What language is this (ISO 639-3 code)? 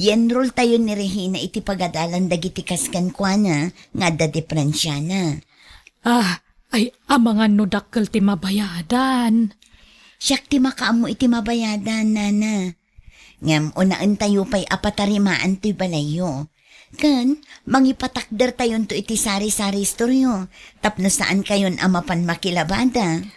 ilo